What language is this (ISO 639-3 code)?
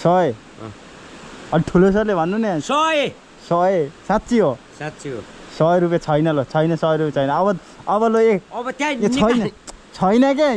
nep